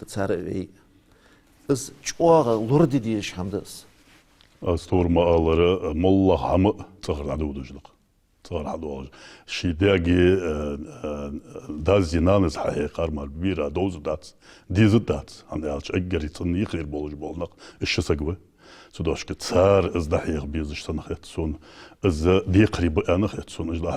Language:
Ingush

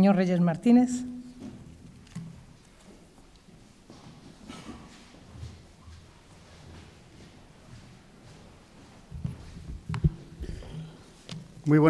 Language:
Spanish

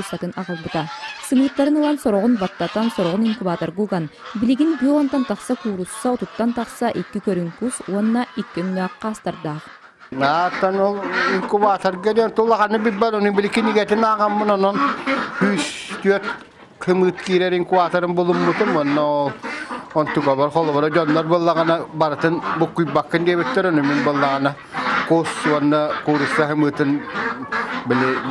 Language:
Yakut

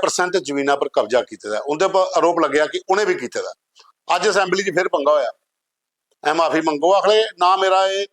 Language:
Dogri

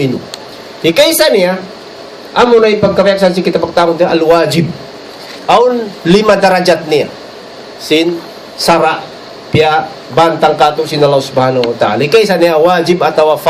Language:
Tausug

